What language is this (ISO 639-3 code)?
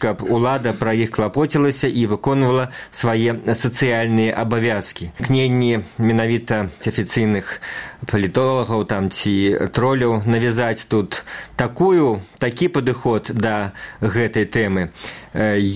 bel